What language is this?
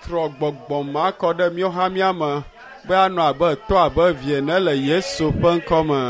Ewe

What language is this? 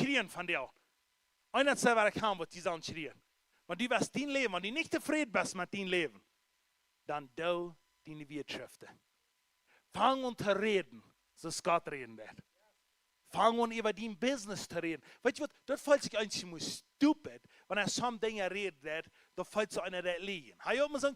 Plautdietsch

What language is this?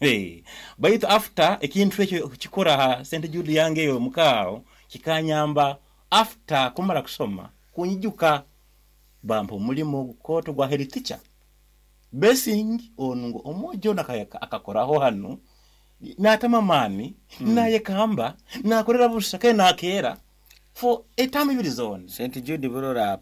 Nyoro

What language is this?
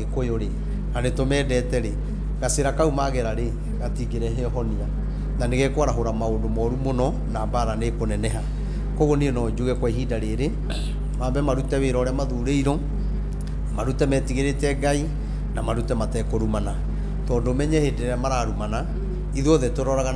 Kikuyu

